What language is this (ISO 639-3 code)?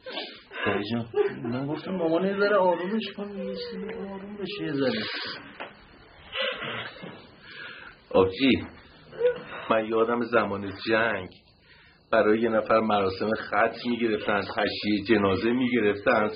fas